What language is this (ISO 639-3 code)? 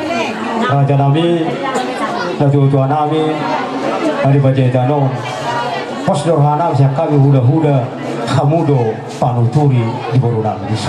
bbc